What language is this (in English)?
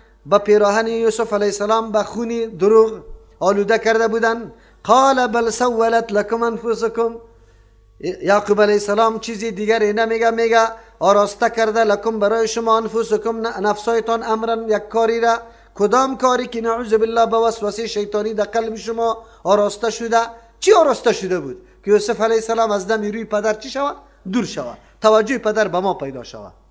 Persian